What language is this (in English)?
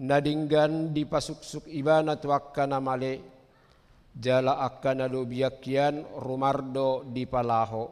Batak Toba